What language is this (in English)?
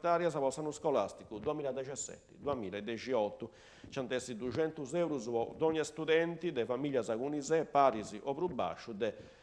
Sardinian